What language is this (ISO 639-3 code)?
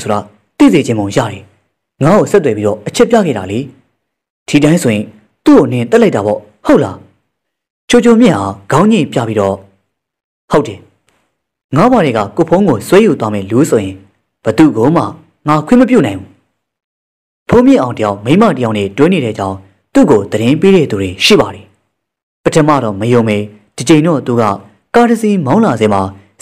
mya